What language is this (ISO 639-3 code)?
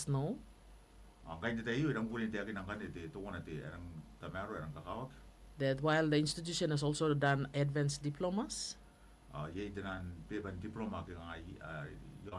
gil